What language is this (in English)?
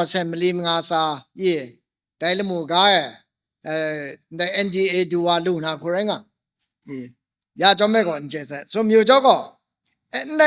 Kachin